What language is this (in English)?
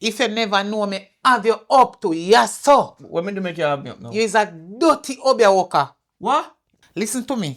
Jamaican Creole English